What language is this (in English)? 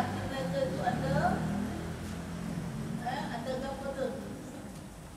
Malay